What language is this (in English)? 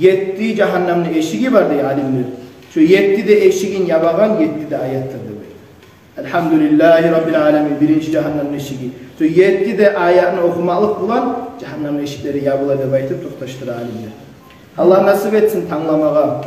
Kumyk